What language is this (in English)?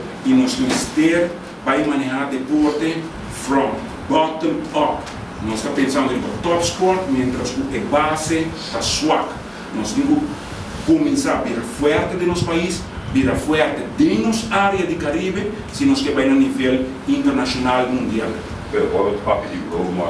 Papiamento